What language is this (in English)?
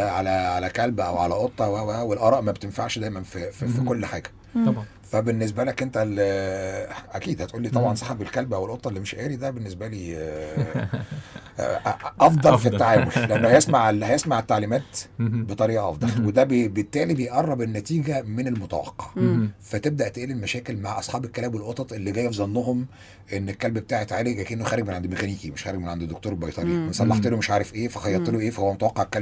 Egyptian Arabic